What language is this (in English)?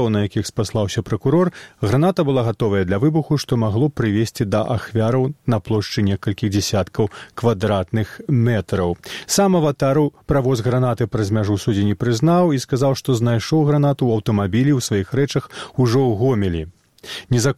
Belarusian